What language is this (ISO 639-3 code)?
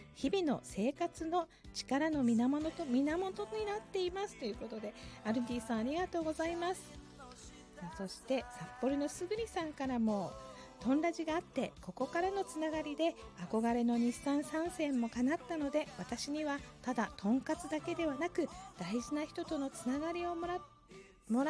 jpn